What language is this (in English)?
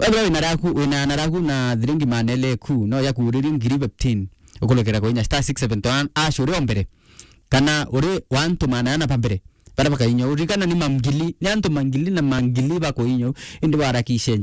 Meru